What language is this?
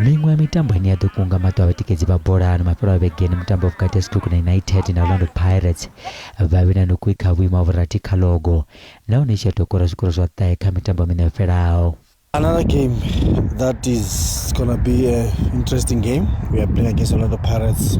Venda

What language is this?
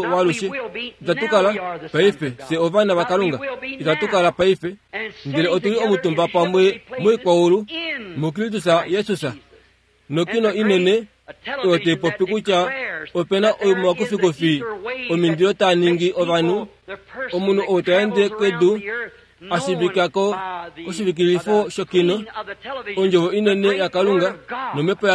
Kuanyama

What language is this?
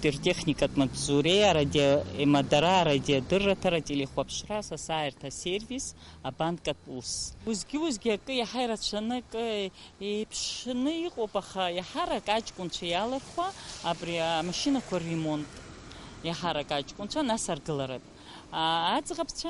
Abkhazian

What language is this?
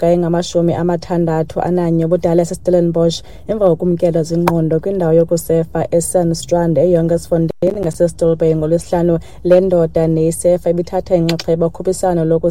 Xhosa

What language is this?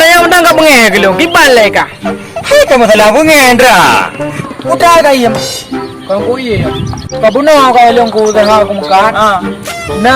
Achinese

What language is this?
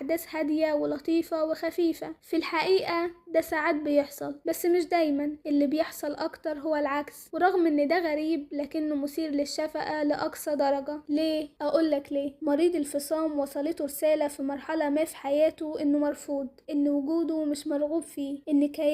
Egyptian Arabic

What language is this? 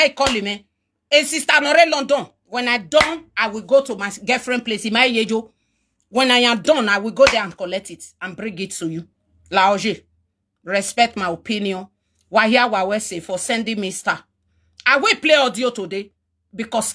Nigerian Pidgin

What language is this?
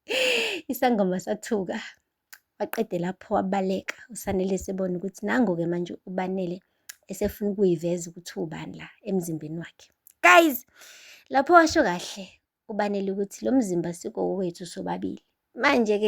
Zulu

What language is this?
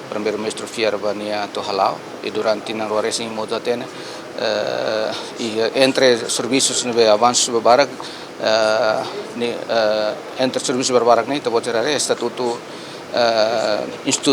Tetum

